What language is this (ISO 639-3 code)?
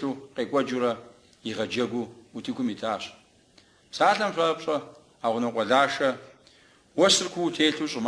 kbd